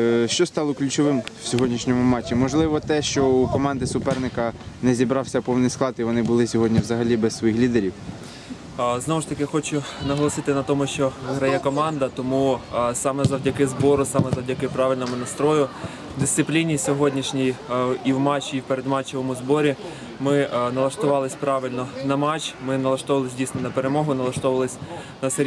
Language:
Ukrainian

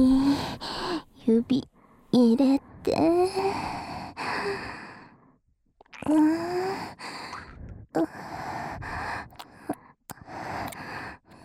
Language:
Japanese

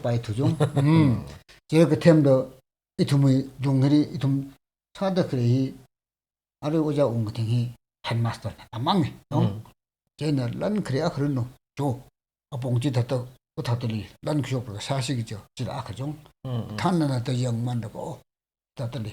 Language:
Tangkhul Naga (India)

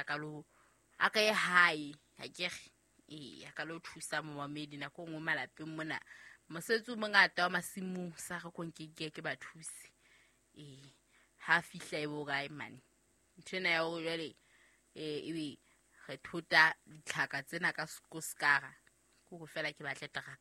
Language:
Southern Sotho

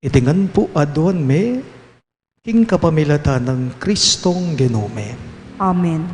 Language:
Pampanga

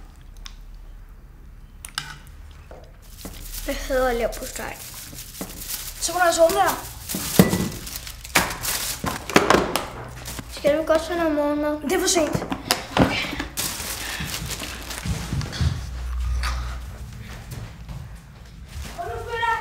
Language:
Danish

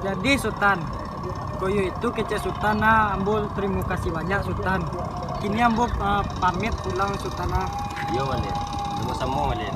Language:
Minangkabau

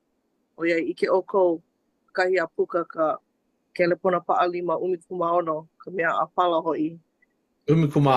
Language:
Hawaiian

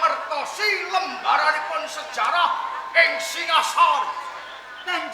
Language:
Javanese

